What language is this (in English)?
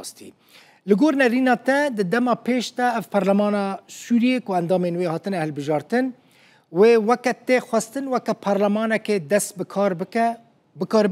Kurdish